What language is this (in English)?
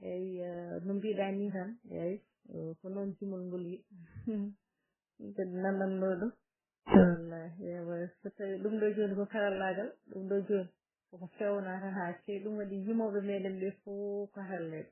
Fula